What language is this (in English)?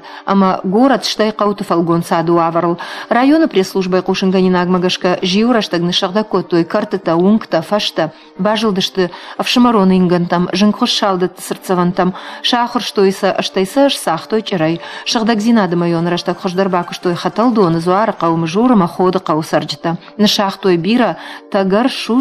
Ossetic